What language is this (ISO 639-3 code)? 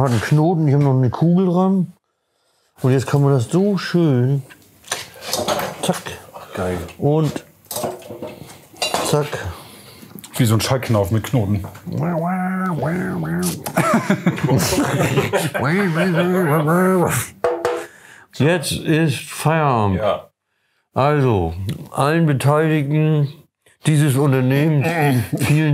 deu